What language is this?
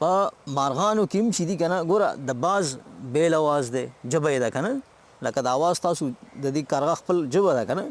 Pashto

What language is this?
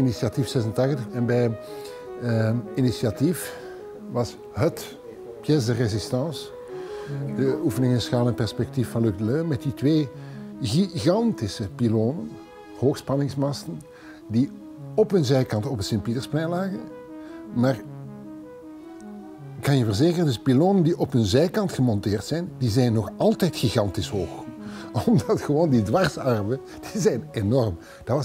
Dutch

